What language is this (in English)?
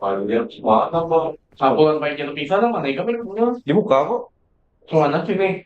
Banjar